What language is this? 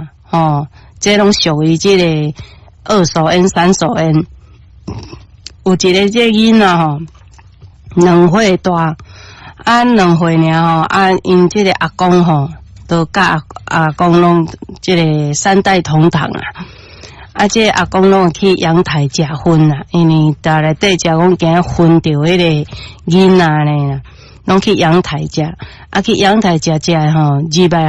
Min Nan Chinese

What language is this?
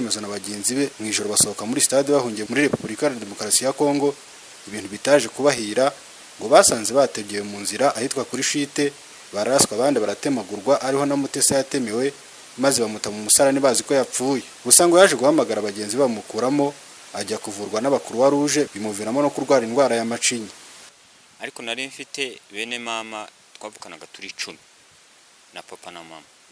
Kinyarwanda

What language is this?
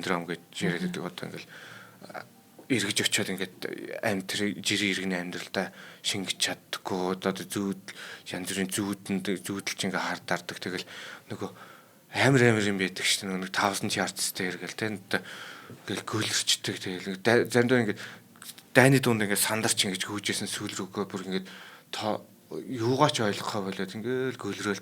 Mongolian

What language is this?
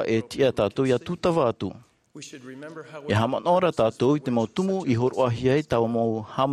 Tahitian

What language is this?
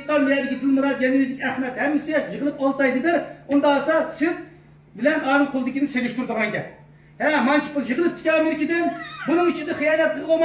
Uyghur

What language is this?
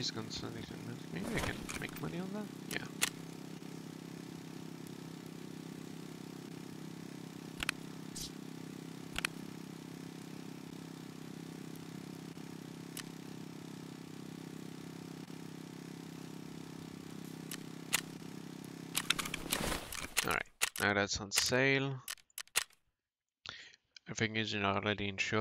English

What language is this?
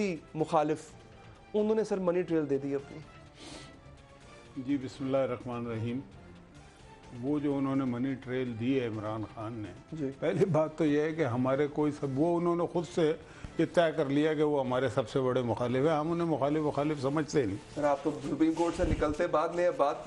Urdu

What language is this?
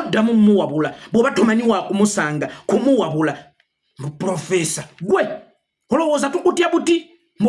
Ganda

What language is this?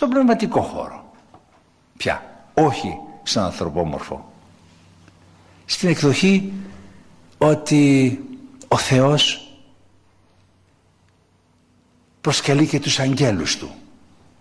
Greek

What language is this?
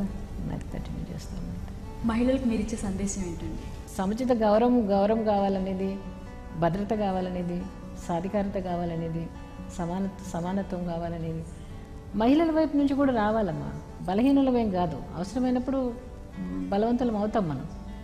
Telugu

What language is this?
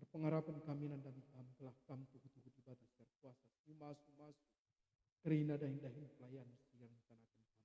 Batak Karo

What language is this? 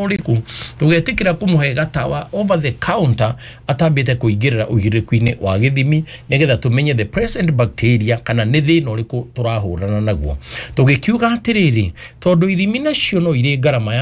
Kikuyu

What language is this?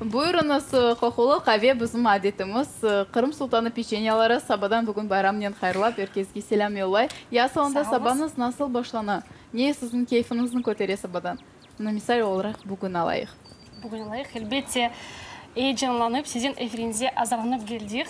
Crimean Tatar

